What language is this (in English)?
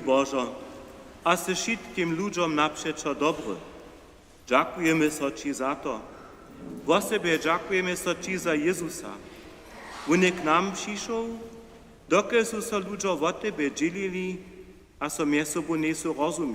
Upper Sorbian